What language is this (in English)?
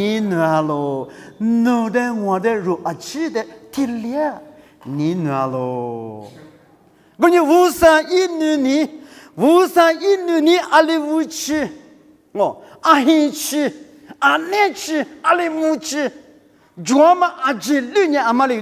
Lisu